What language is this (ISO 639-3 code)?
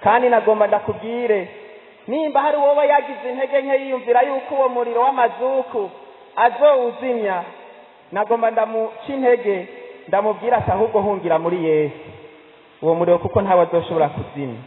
run